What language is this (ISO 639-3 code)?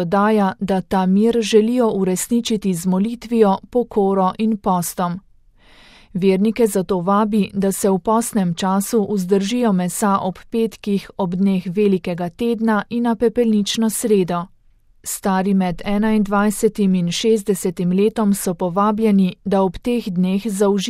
slv